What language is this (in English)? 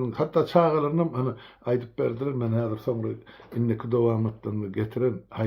Turkmen